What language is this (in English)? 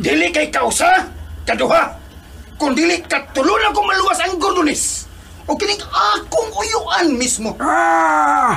Cebuano